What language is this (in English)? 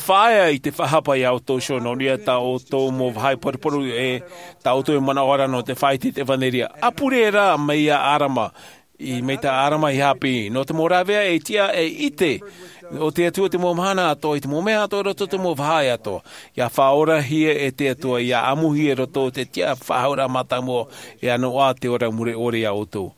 Tahitian